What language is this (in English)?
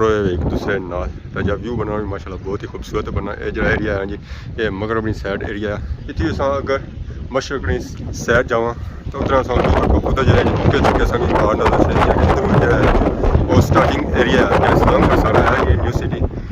Pahari-Potwari